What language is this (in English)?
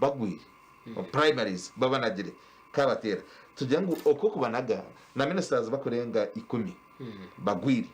Nyankole